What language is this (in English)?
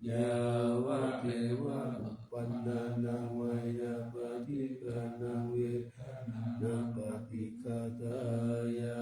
Pali